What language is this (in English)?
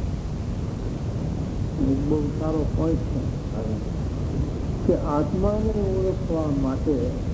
Gujarati